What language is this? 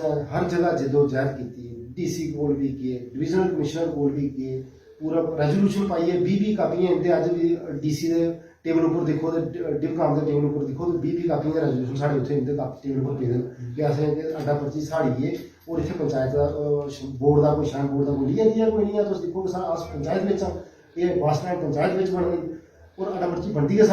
Dogri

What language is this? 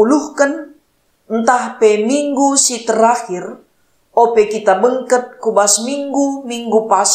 Batak Karo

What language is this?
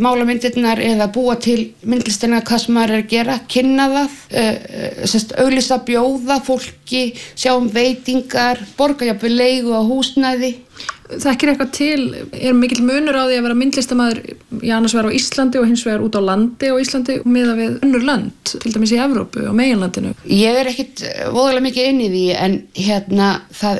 Icelandic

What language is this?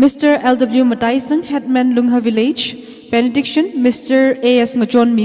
Tangkhul Naga (India)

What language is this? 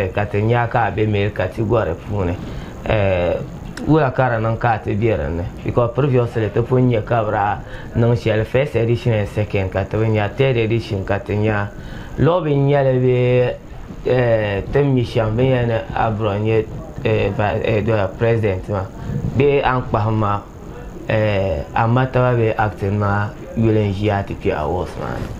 Dagbani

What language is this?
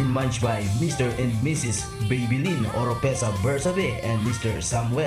Bikol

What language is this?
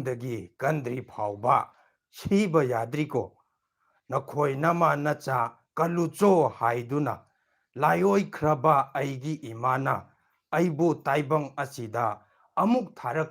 Manipuri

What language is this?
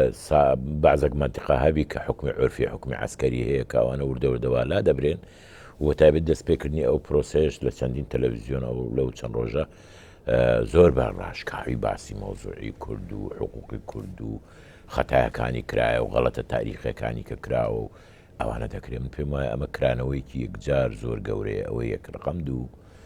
Central Kurdish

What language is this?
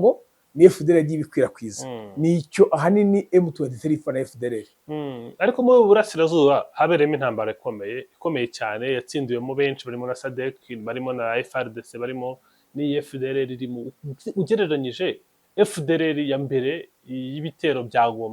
Kinyarwanda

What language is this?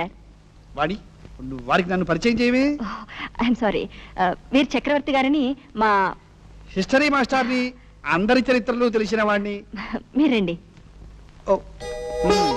Telugu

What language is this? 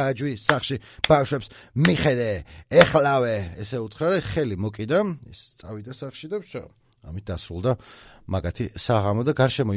Georgian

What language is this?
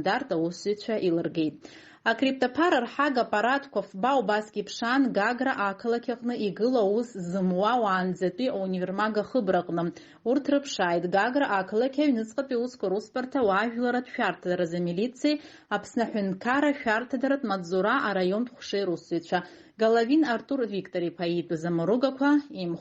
Abkhazian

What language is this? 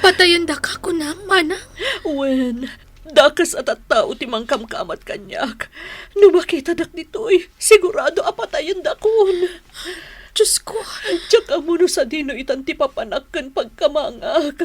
Iloko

